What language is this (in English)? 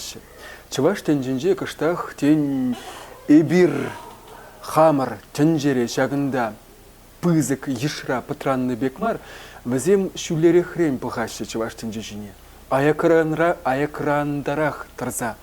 Chuvash